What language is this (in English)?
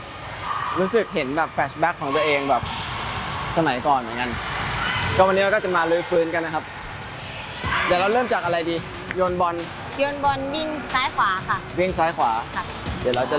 Thai